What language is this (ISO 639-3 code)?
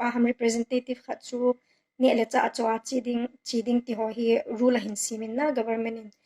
tcz